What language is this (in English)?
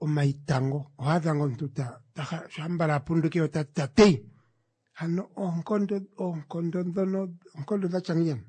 Kuanyama